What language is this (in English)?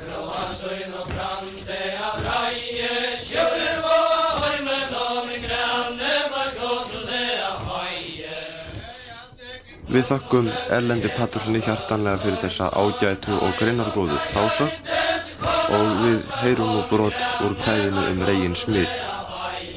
Icelandic